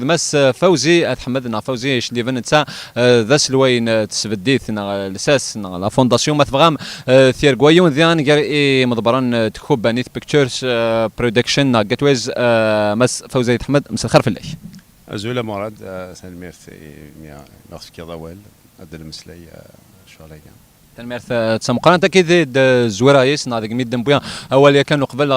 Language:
Kabyle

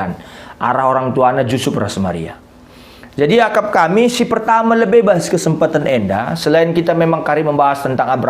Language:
Batak Karo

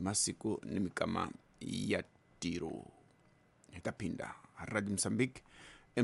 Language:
Tsonga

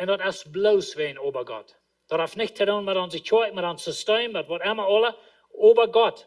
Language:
Plautdietsch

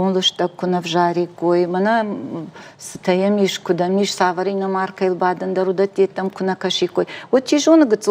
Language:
Ossetic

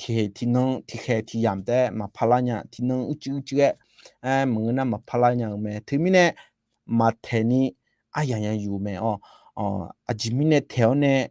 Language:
Akha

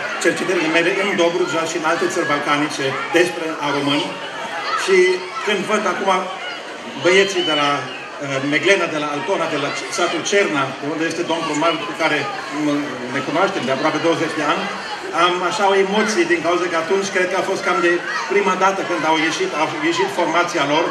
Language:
Romanian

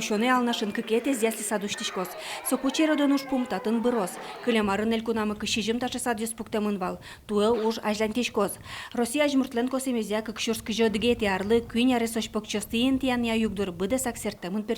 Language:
Udmurt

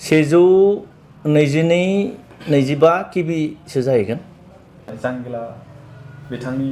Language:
Bodo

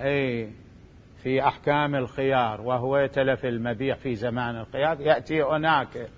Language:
Mesopotamian Arabic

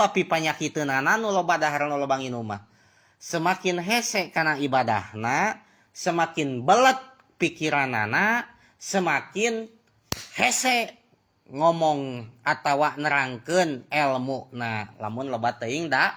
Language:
Sundanese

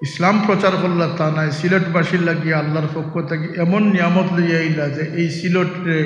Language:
Sylheti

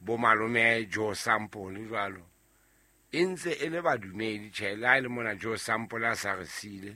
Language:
Southern Sotho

